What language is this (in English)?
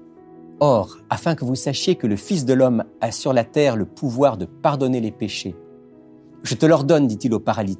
French